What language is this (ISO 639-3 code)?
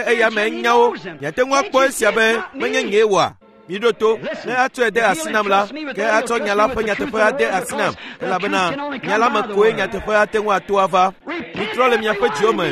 ewe